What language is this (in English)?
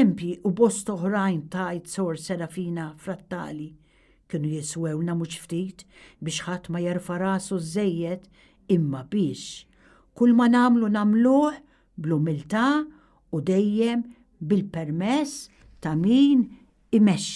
Maltese